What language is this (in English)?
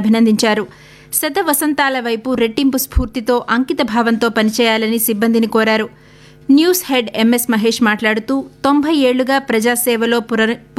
Telugu